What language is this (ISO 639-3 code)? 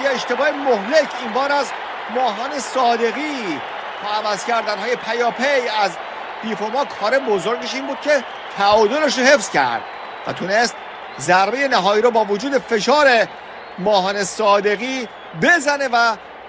fas